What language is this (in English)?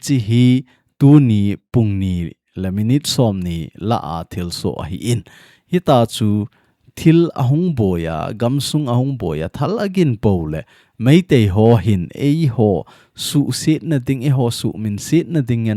Thado Chin